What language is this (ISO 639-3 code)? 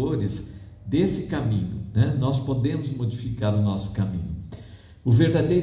por